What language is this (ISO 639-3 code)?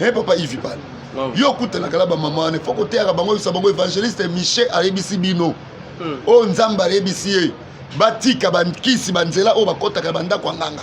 lin